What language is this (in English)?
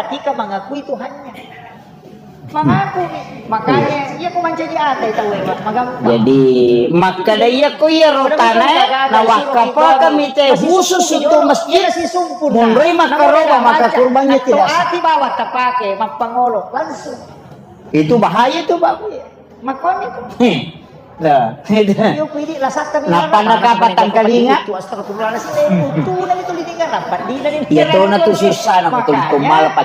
Buginese